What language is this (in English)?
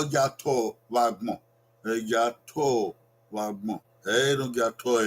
Bini